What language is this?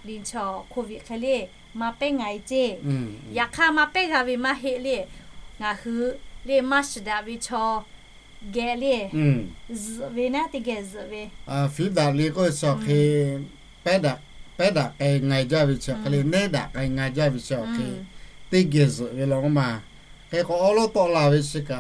Lahu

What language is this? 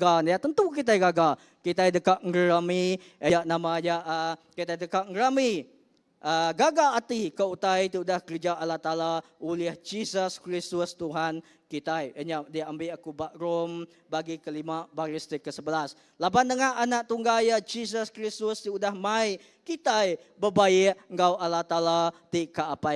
Iban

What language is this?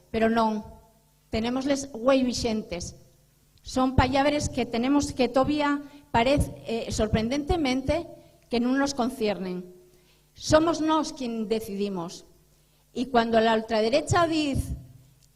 Asturian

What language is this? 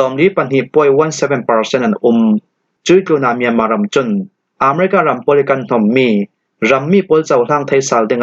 Falam Chin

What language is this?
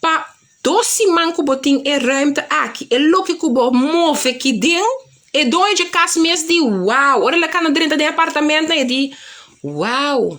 Papiamento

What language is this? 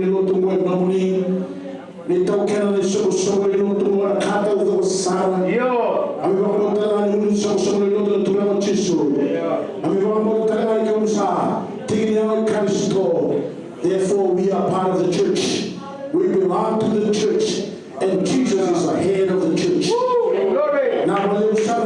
Fijian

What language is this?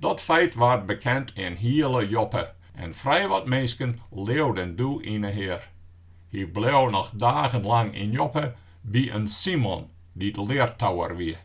Western Frisian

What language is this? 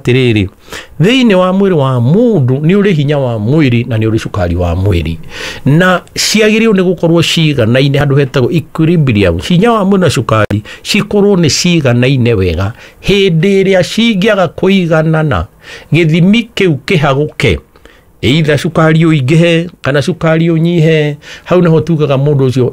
Kikuyu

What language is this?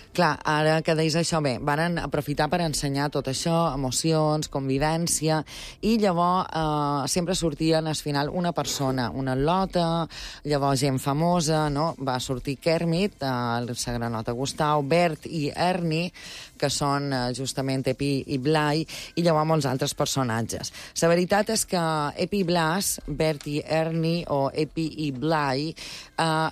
Catalan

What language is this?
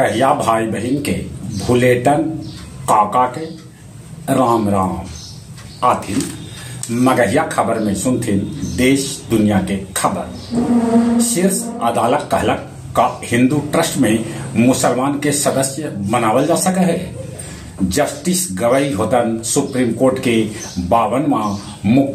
Magahi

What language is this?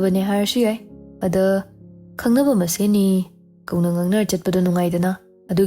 Manipuri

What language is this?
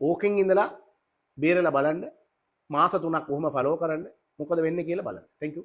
Sinhala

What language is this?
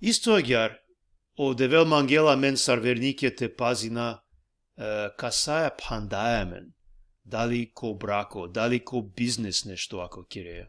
Balkan Romani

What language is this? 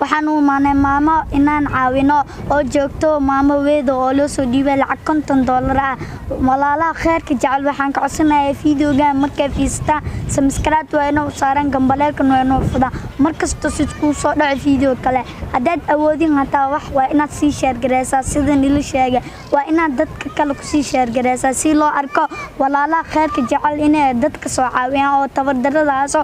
Somali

